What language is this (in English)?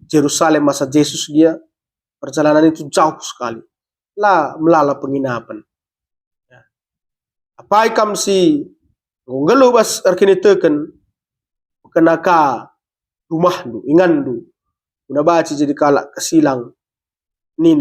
Batak Karo